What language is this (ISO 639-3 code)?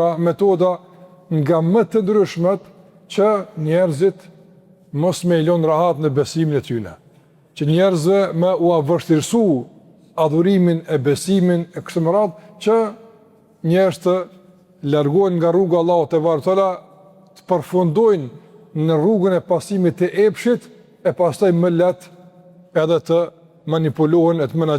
sqi